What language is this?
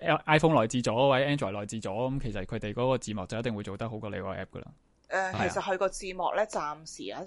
Cantonese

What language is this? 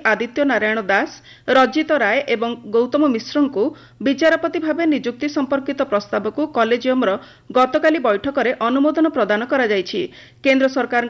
Odia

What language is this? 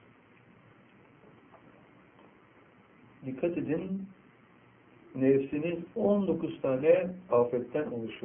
Turkish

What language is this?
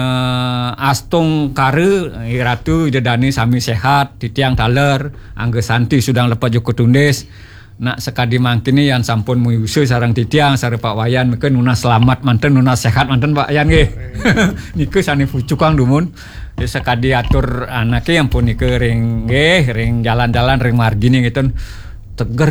Balinese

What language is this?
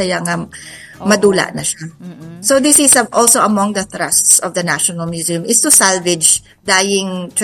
Hiligaynon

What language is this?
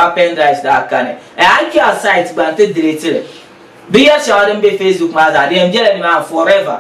Dagbani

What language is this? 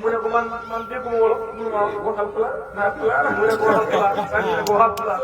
Wolof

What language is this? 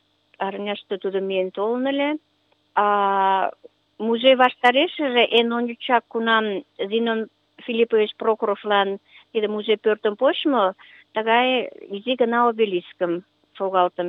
Mari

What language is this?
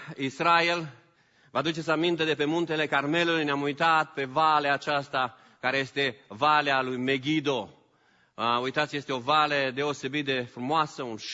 Romanian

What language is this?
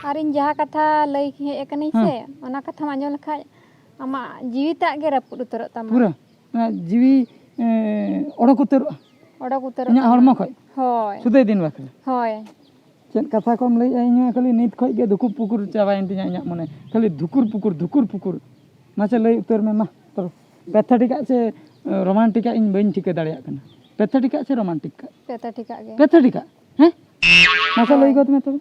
Santali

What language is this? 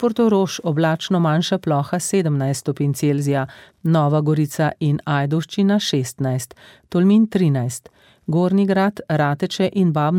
Slovenian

